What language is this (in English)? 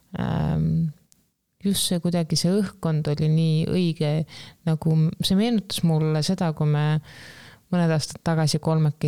Estonian